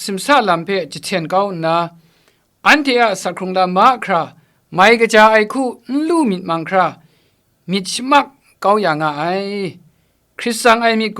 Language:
Kachin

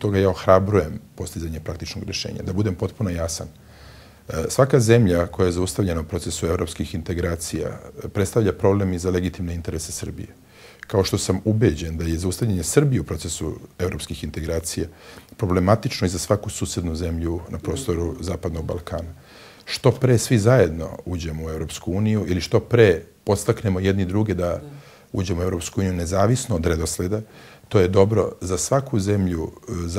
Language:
Serbian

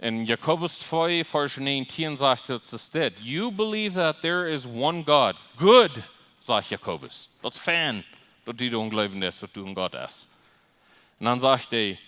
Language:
Plautdietsch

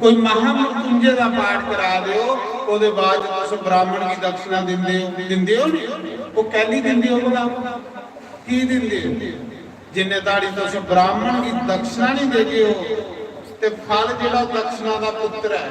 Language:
Dogri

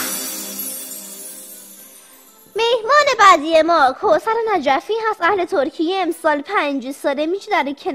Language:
Persian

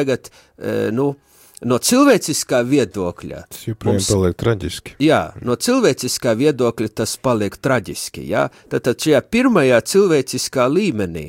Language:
Latvian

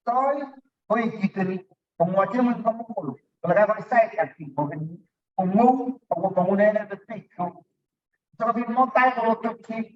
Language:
Kalenjin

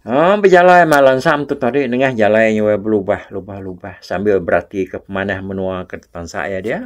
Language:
Iban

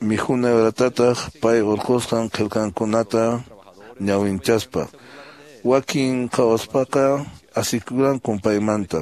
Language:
Quechua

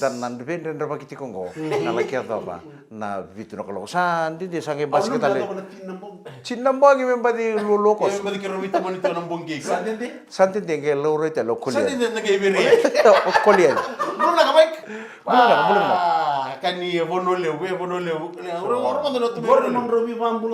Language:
Fijian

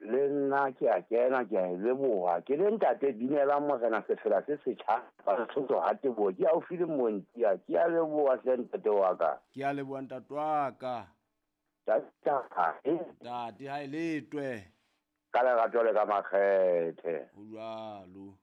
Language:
Southern Sotho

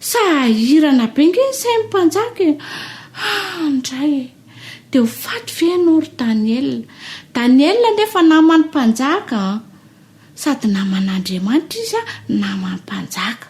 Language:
Malagasy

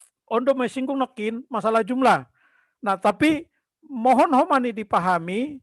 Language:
Batak Simalungun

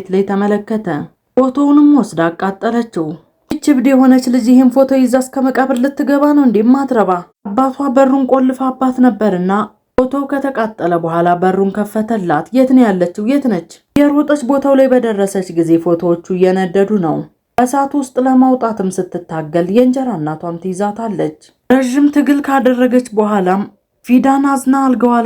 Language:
Amharic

